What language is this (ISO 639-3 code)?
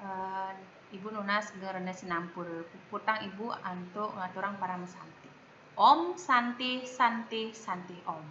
ban